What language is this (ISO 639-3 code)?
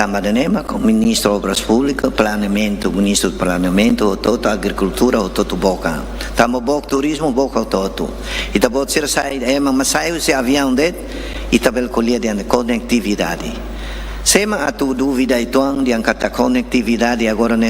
tet